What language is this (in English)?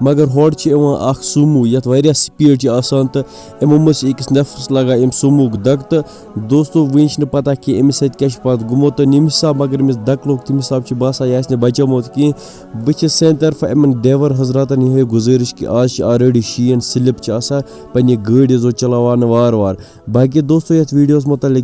Kashmiri